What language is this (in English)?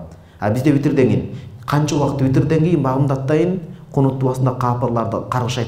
Kyrgyz